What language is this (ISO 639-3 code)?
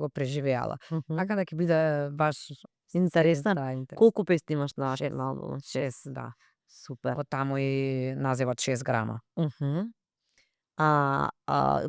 mkd